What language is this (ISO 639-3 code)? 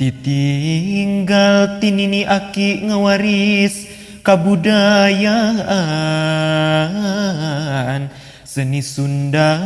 sun